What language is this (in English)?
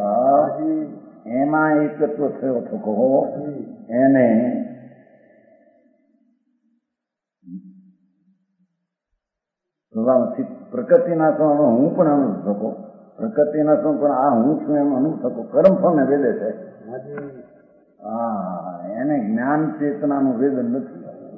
Gujarati